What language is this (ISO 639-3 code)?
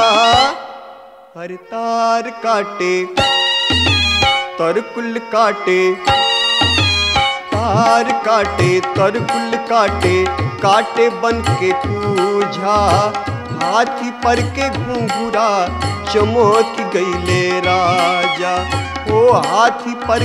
bho